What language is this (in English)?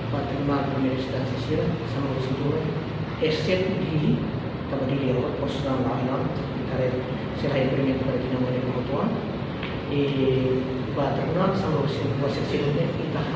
Tetum